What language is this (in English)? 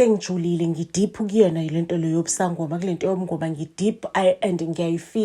Zulu